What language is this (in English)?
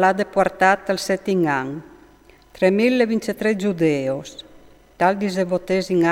Friulian